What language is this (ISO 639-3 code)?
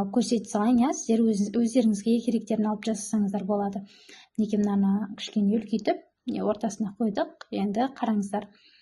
kaz